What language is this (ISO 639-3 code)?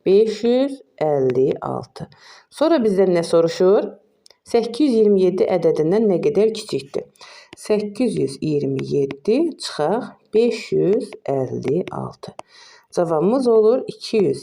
aze